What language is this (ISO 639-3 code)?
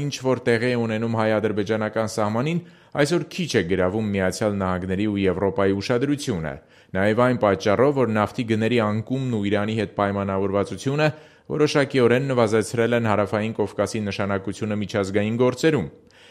hye